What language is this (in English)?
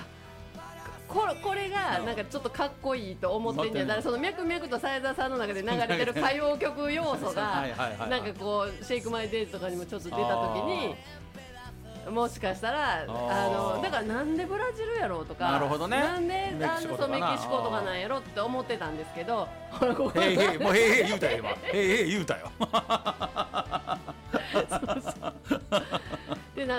Japanese